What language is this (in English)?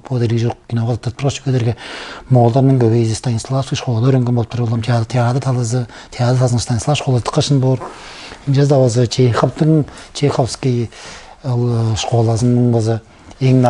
Tuvinian